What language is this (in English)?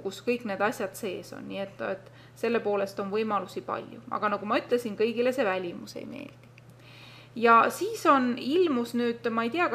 Estonian